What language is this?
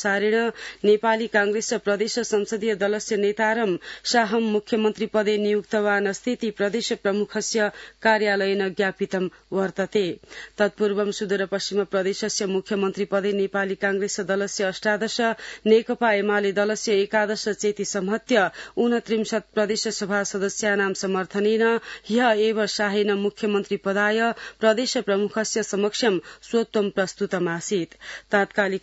Sanskrit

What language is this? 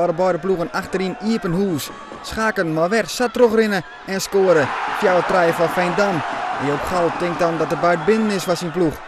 Western Frisian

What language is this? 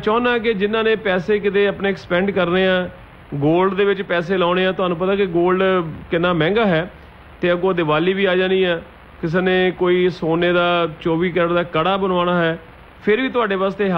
Punjabi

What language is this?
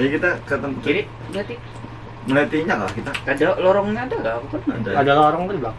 Banjar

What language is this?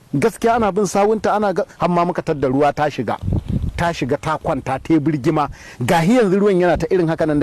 Hausa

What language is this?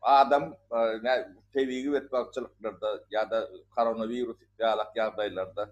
Turkmen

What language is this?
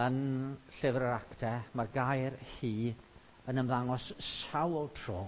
Welsh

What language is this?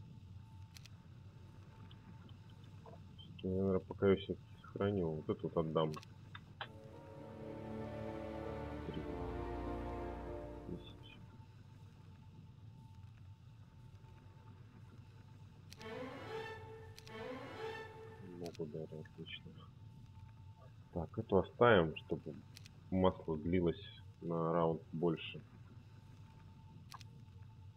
Russian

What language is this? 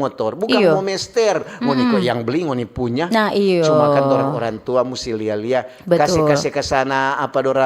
Manado Malay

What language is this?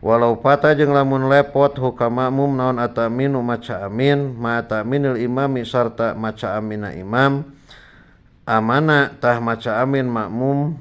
Sundanese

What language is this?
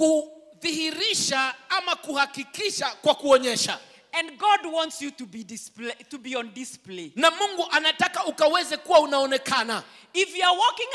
Swahili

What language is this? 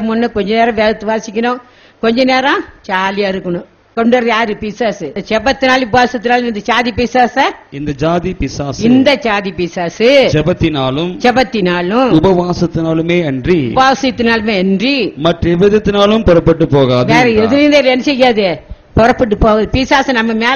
Tamil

